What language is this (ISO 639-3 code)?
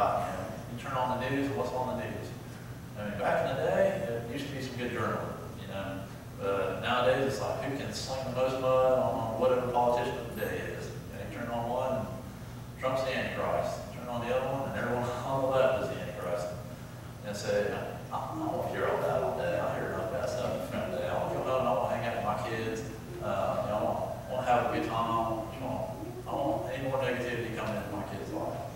eng